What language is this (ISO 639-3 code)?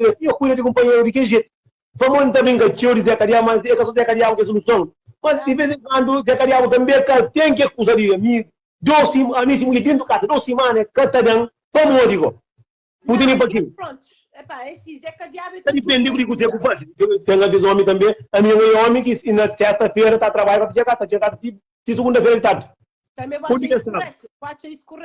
kea